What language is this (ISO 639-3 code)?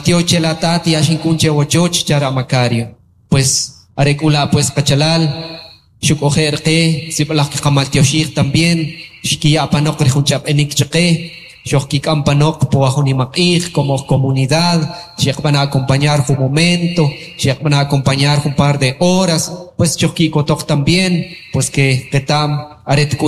quc